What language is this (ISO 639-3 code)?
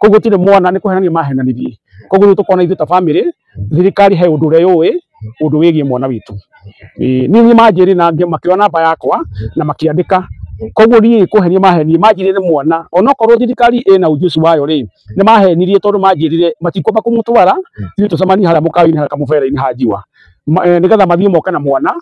kik